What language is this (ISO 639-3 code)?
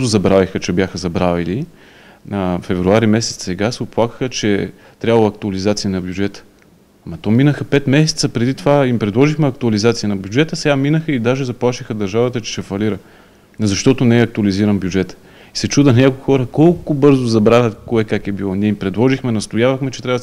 bul